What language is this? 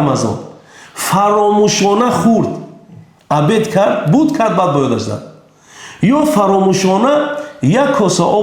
Tajik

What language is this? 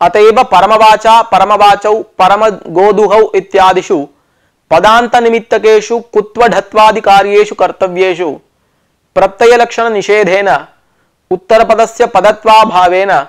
Sanskrit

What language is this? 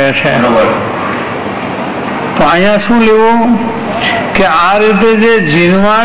Gujarati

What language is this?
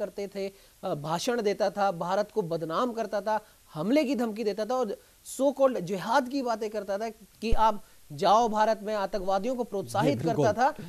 Hindi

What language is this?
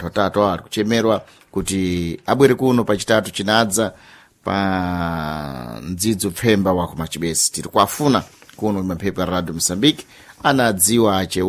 Sena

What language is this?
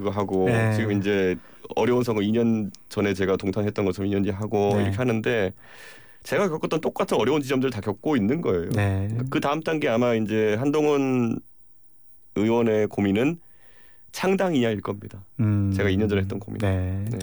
Korean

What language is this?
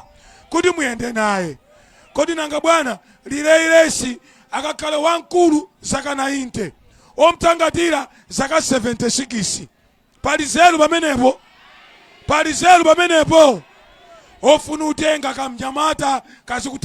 Nyanja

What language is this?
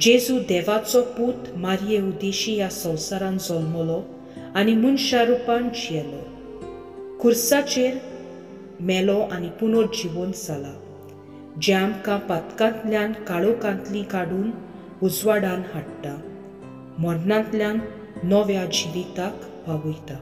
Konkani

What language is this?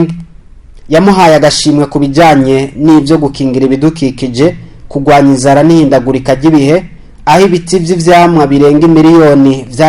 Rundi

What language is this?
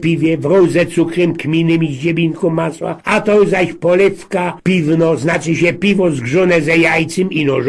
Silesian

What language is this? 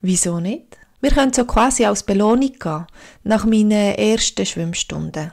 Swiss German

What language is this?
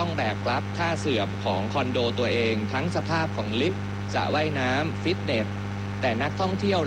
Thai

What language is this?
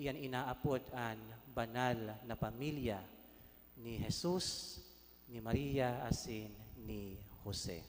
Bikol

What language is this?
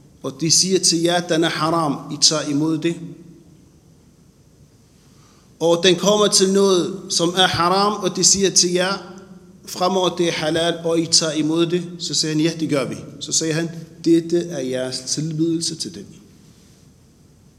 Danish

